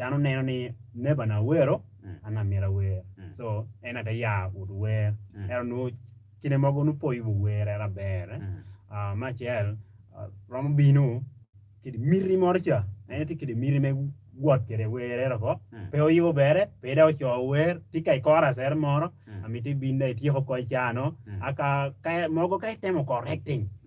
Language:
Acoli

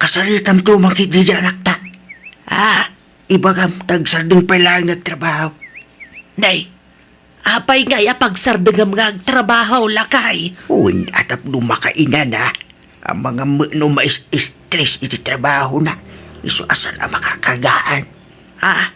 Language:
Iloko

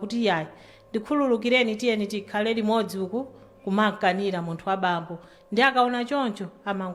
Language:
Nyanja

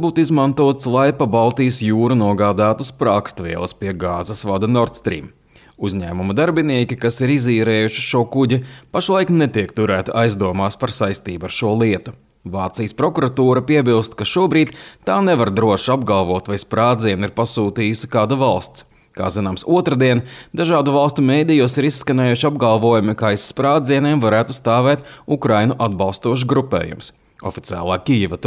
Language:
Latvian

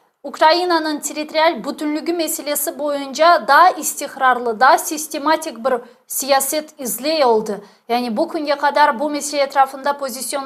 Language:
Crimean Tatar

